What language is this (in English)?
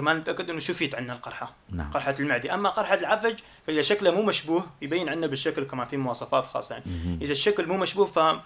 North Levantine Arabic